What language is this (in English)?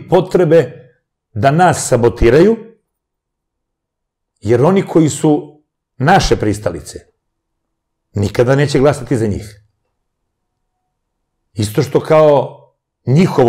Serbian